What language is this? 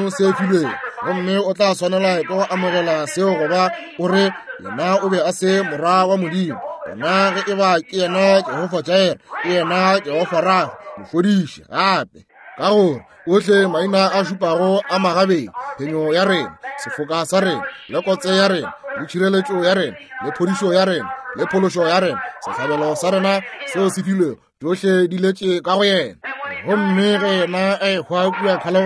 Northern Sotho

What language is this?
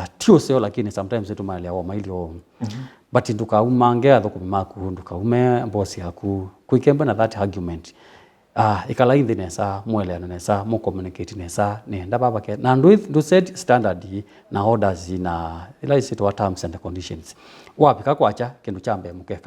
Kamba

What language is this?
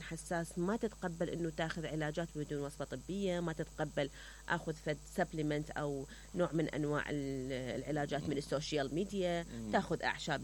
Mesopotamian Arabic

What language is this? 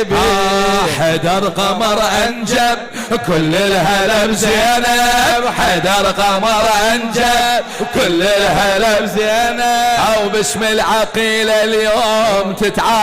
Mesopotamian Arabic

